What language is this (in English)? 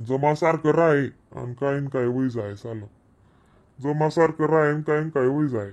Khandesi